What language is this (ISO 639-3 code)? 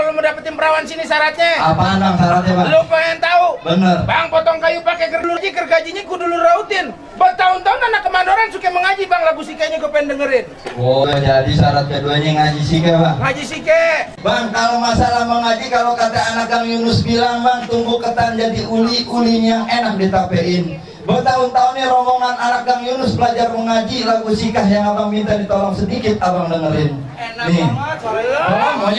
bew